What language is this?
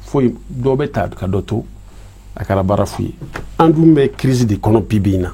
Bambara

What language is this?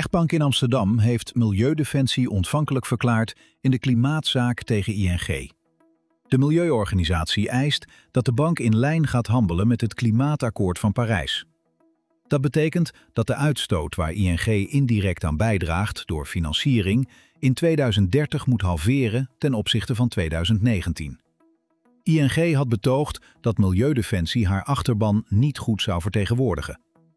Dutch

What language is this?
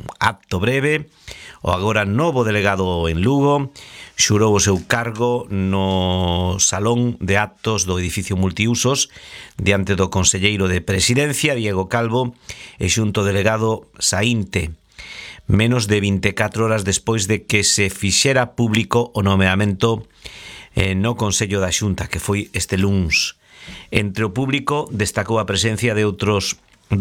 Galician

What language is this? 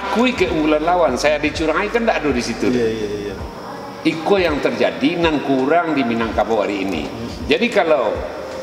Minangkabau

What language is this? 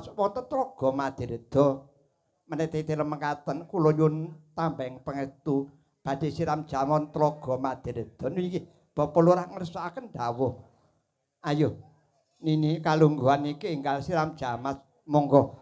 Javanese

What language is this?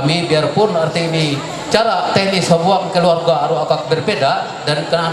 Ma'anyan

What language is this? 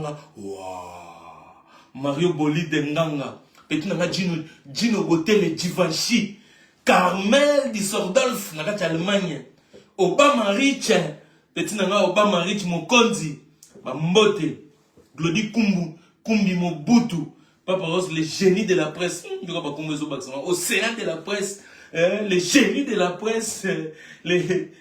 Lingala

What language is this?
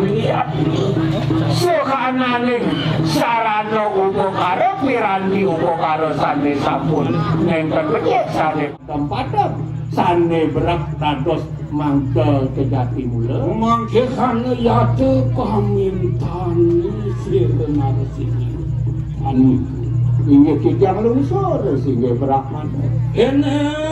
Balinese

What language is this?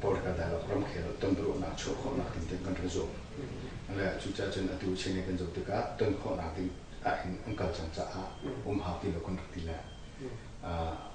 Hakha Chin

